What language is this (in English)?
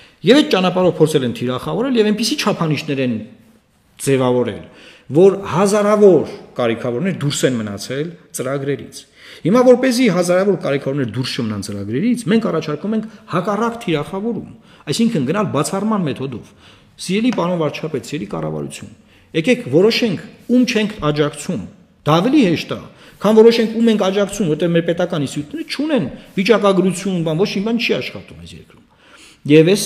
Armenian